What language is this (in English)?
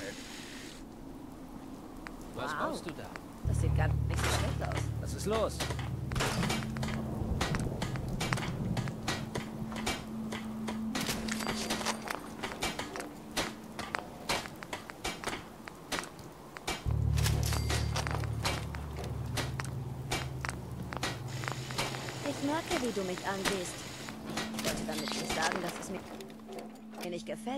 German